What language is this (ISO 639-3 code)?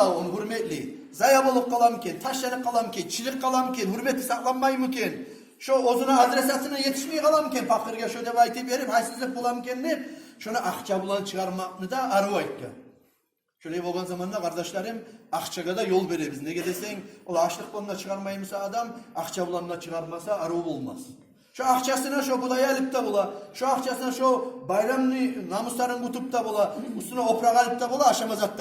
kum